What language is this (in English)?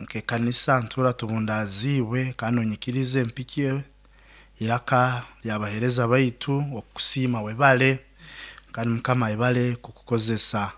Nyoro